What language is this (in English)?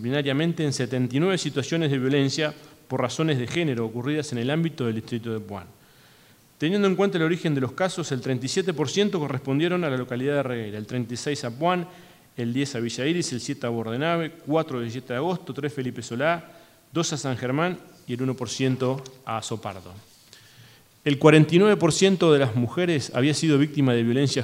Spanish